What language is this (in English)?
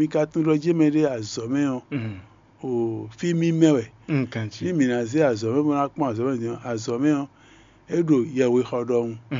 Fon